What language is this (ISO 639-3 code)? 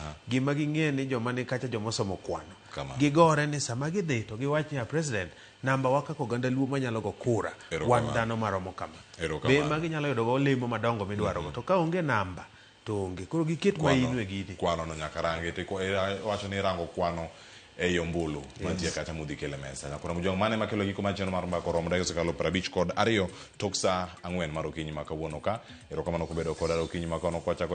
luo